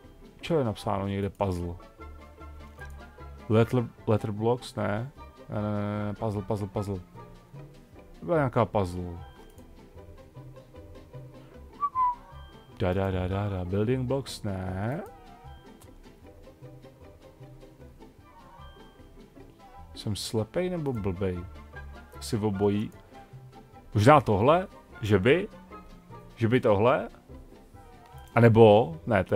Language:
Czech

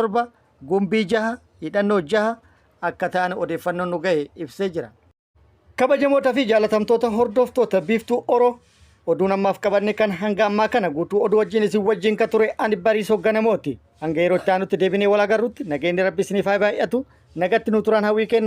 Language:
Oromo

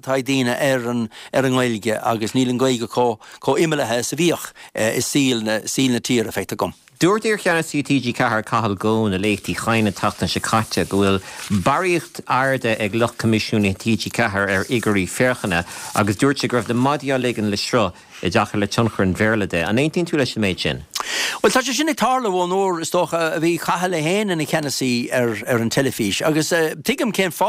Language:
Irish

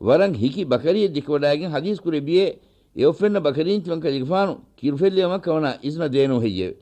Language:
Divehi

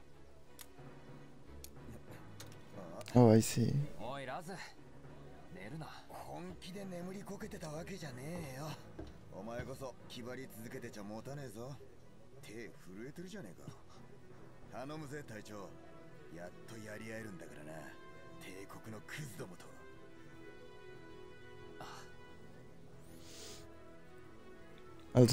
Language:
Japanese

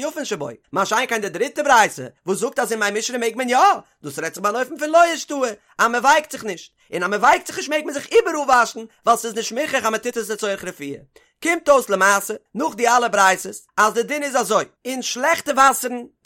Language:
Yiddish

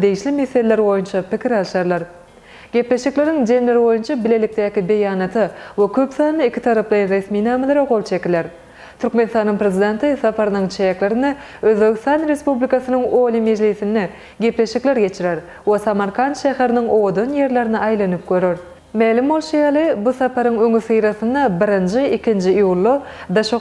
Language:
Turkmen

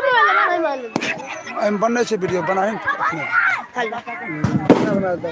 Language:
Maithili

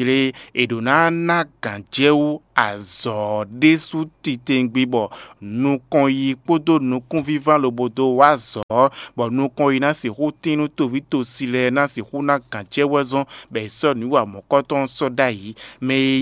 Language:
Fon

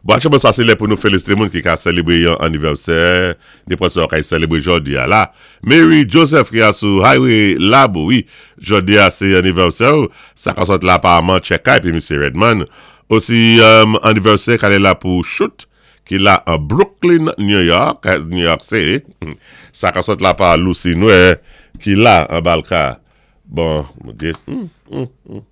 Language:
Saint Lucian Creole French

